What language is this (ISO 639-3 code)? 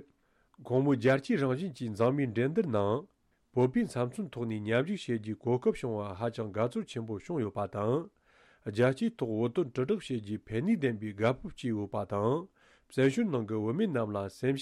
bod